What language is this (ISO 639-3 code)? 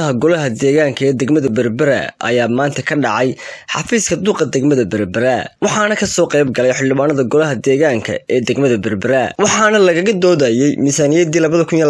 som